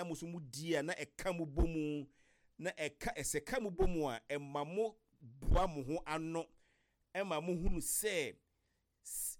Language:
Akan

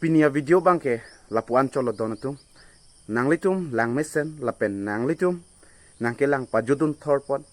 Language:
Karbi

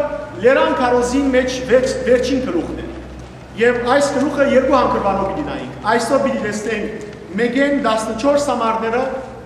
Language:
Western Armenian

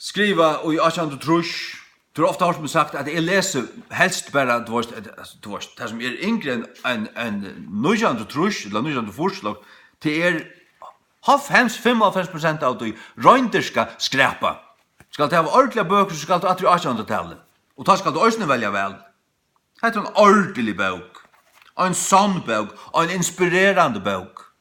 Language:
Faroese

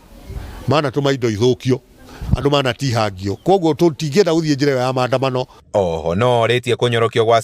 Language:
Kikuyu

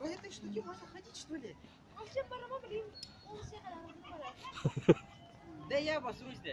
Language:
Yakut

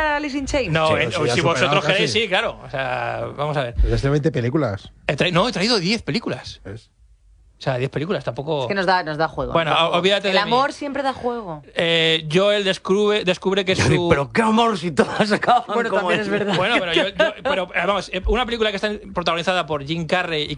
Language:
Spanish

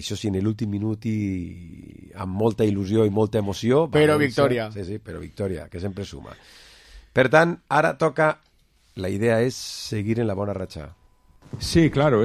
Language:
Catalan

